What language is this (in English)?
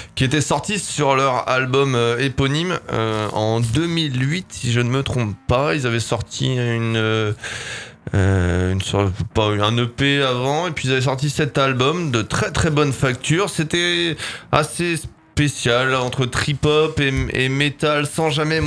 French